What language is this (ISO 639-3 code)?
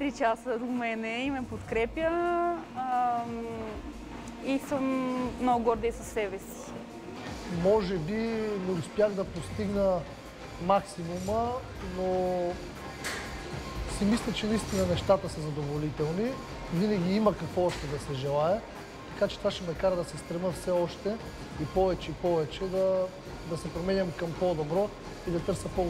bul